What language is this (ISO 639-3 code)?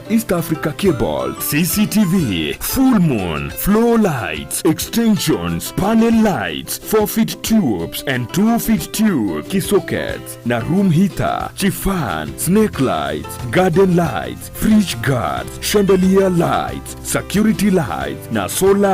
guz